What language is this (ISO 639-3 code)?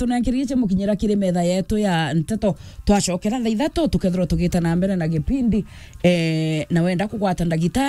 mer